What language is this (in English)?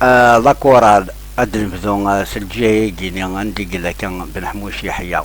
Kabyle